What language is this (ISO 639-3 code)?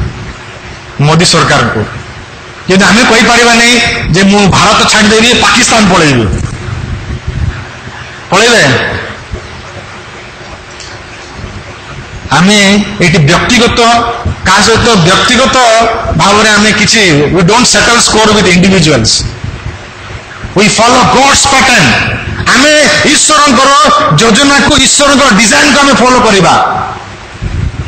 ori